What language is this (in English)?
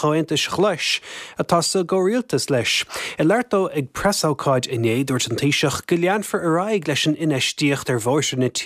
Irish